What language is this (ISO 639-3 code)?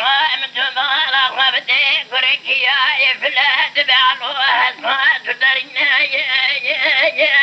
kur